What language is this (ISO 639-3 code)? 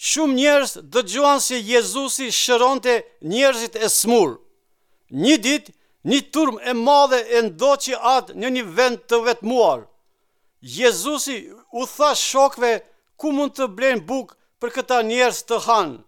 sqi